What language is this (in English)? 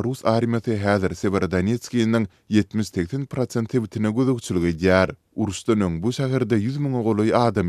Turkmen